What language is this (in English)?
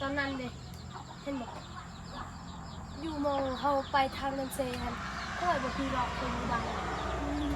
Northeastern Thai